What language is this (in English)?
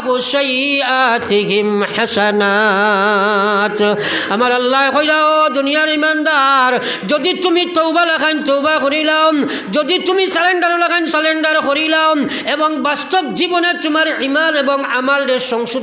Sylheti